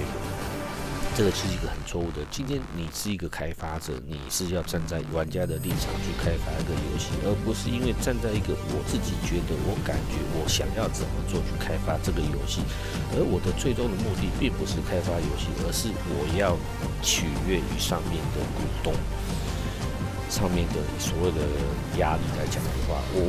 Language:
Chinese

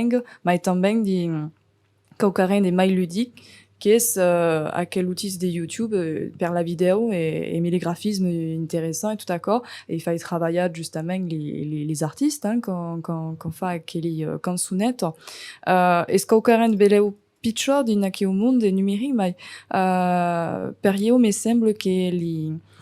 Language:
Occitan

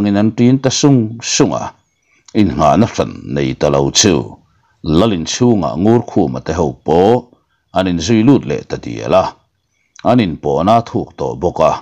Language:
Mizo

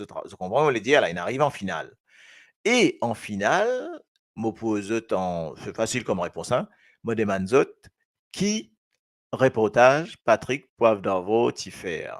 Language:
Morisyen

